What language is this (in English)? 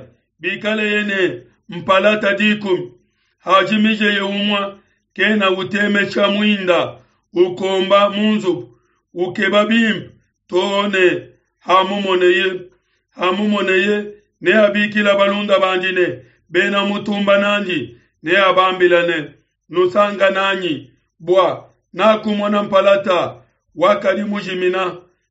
Luba-Lulua